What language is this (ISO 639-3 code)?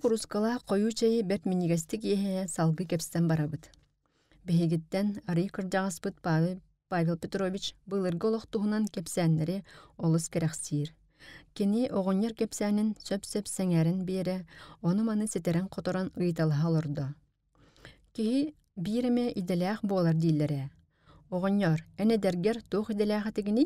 sah